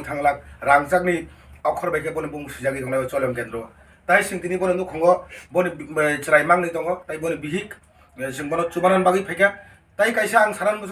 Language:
Kok Borok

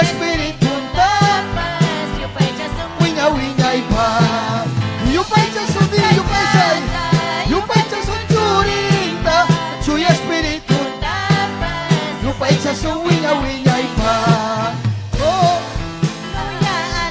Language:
Ayacucho Quechua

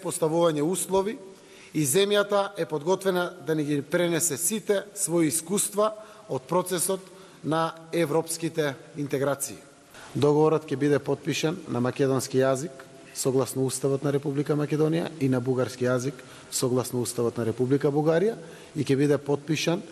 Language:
Macedonian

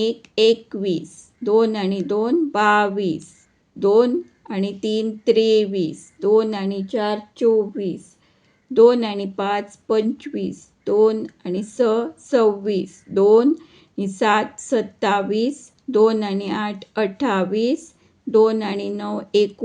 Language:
Konkani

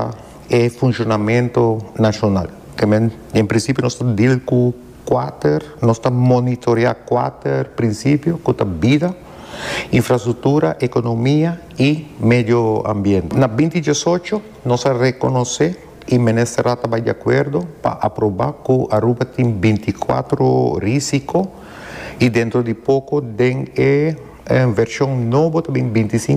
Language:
Papiamento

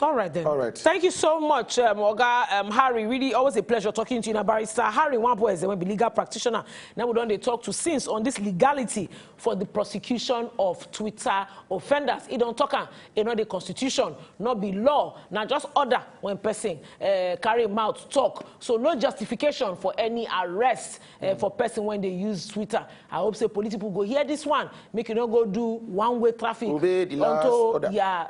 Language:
Nigerian Pidgin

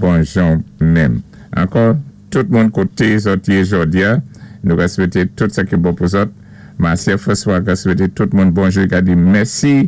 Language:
Saint Lucian Creole French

